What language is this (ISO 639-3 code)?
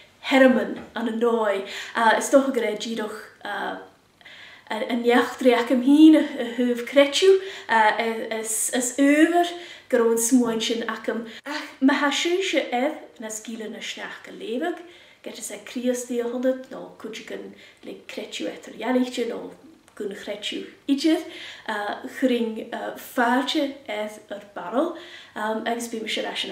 gla